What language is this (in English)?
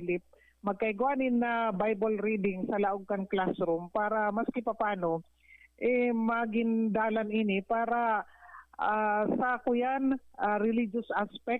Bikol